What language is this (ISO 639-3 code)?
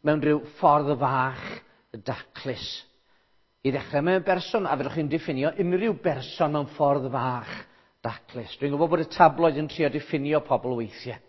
cym